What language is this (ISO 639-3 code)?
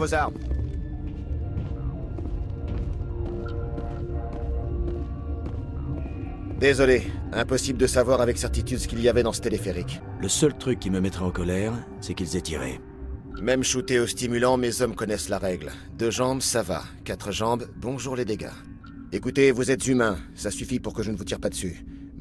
fra